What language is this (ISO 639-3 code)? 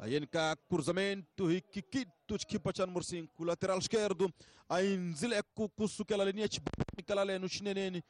tso